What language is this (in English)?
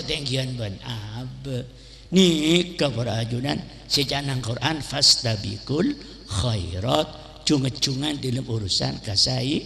Madurese